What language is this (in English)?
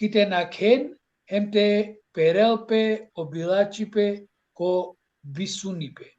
Balkan Romani